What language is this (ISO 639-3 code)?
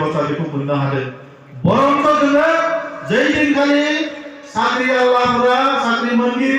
brx